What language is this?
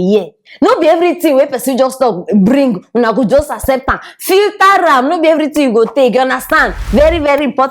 Nigerian Pidgin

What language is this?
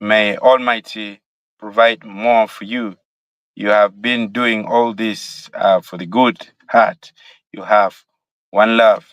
Acoli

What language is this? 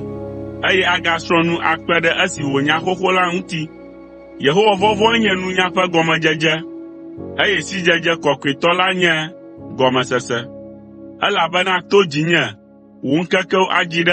Ewe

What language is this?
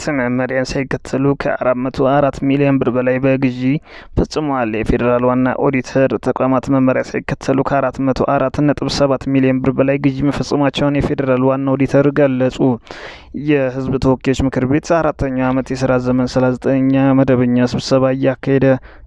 Amharic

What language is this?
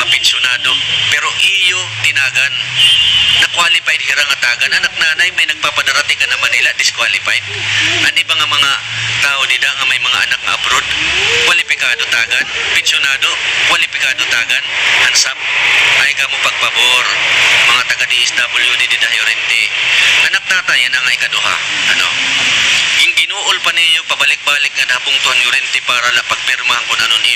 Waray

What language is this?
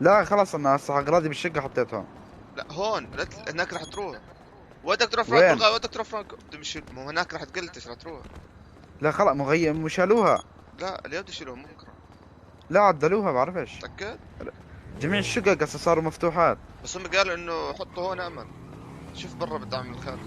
North Levantine Arabic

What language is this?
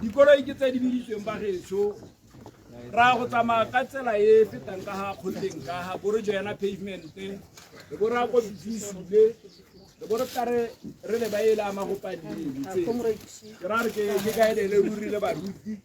Tswana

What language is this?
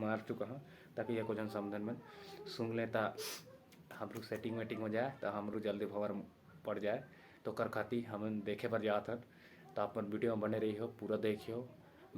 Chhattisgarhi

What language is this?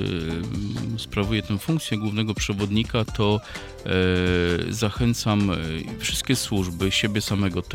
Polish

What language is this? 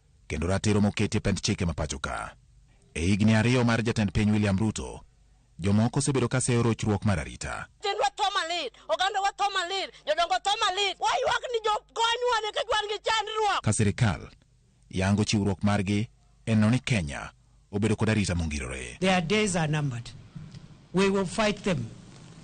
Luo (Kenya and Tanzania)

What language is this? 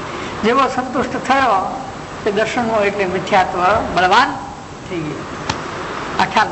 Gujarati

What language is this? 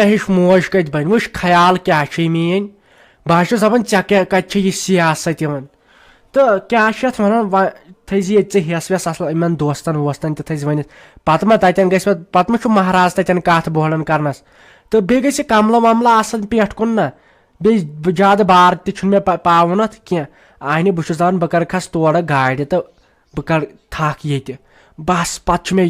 Kashmiri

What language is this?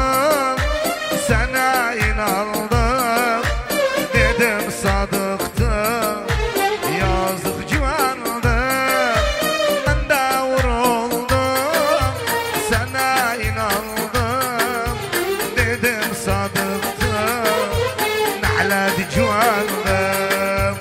Turkish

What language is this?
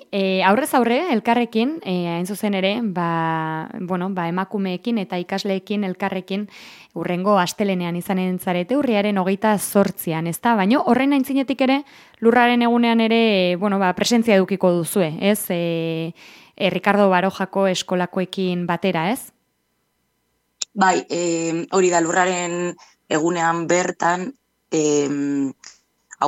Basque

